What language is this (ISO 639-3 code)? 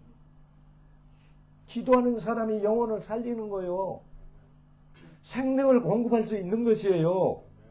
kor